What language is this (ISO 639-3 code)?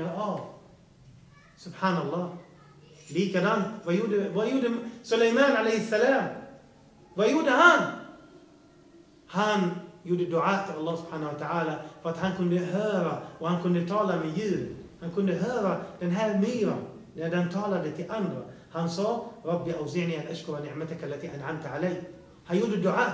swe